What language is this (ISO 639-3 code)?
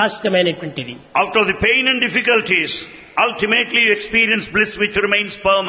tel